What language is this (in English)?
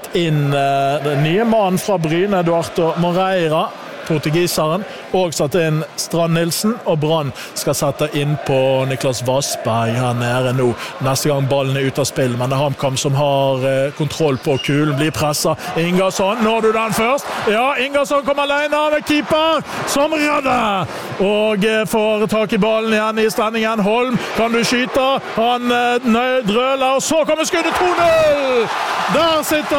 Norwegian